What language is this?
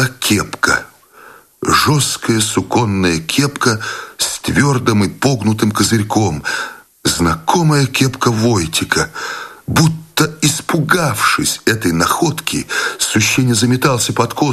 Russian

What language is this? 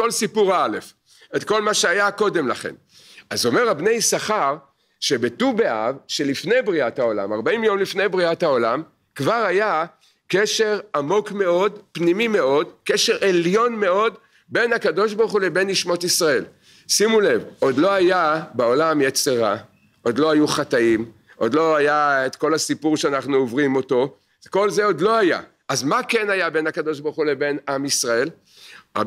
Hebrew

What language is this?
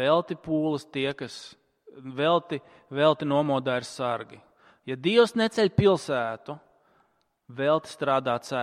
Latvian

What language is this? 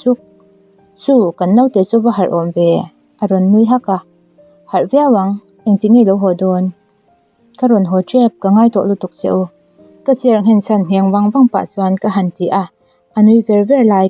Mizo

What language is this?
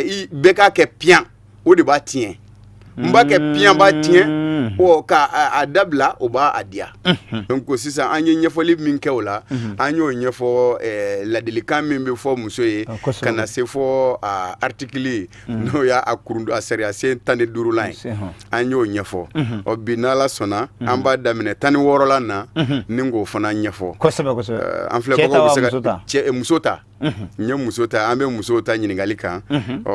Bambara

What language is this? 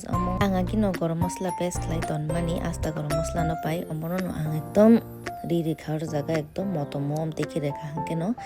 Kok Borok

